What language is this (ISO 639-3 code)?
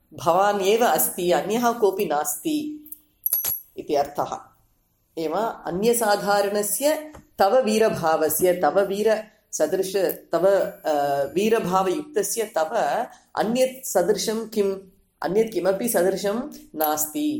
san